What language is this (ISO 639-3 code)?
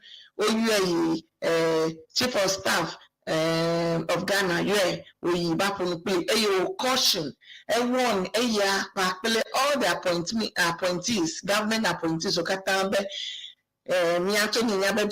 ewe